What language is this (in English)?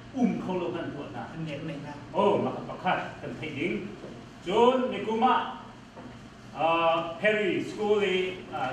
Hakha Chin